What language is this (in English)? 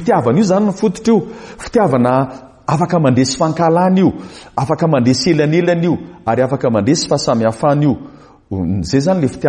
Malagasy